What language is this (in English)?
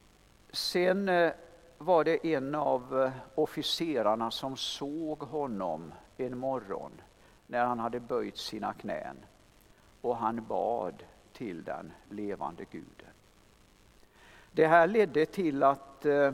Swedish